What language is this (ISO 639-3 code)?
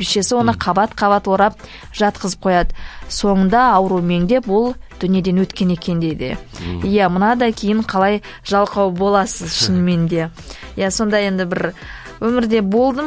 kaz